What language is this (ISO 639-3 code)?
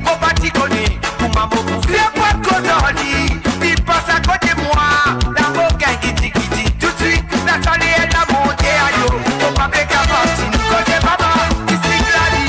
mfe